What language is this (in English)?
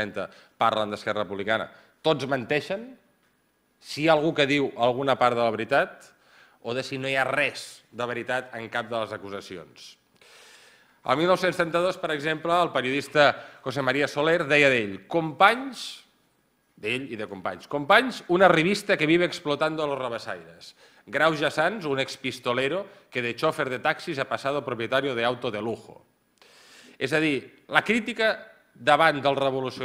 Catalan